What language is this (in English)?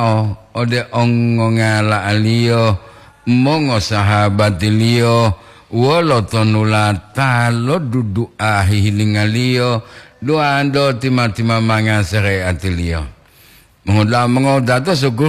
Gorontalo